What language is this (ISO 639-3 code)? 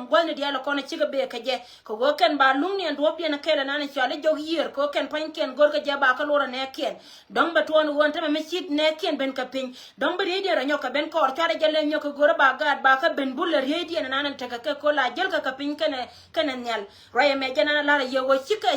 nus